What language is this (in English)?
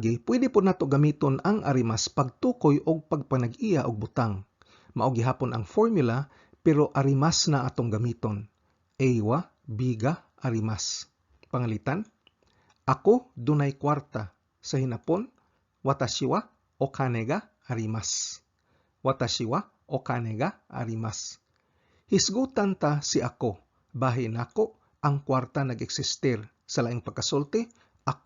Cebuano